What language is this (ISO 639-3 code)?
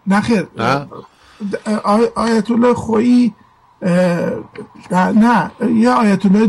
fas